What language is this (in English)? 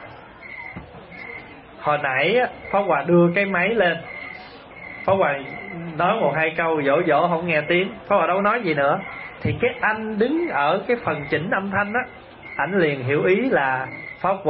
Vietnamese